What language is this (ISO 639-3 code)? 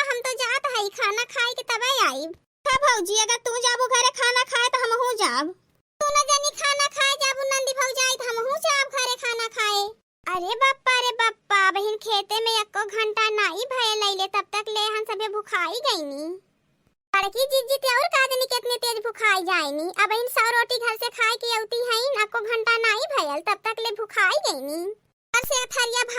awa